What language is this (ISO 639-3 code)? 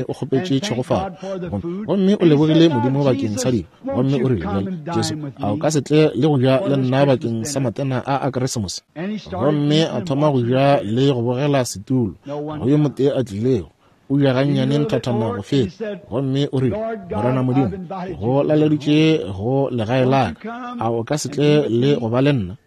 nso